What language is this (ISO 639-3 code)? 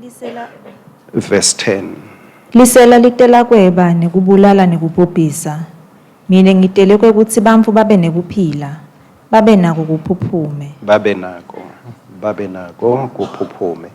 ssw